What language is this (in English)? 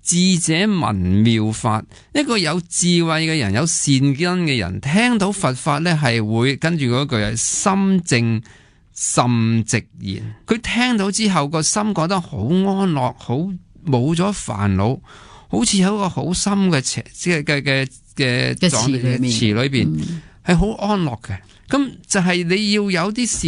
Cantonese